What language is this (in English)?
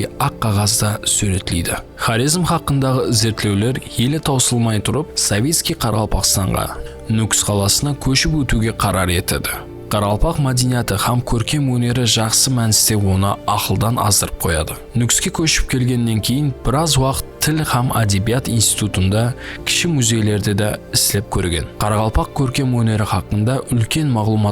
Kara-Kalpak